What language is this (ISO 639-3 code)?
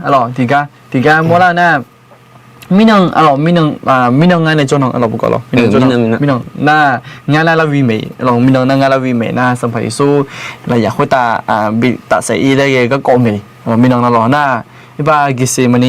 ahk